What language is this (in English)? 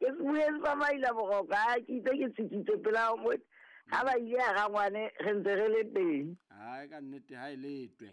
Southern Sotho